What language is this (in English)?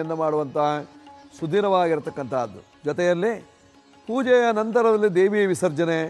Kannada